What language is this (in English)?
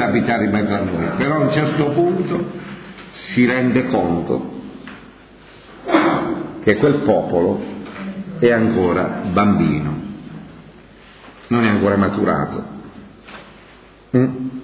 Italian